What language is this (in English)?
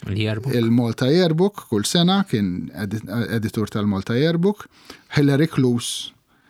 Maltese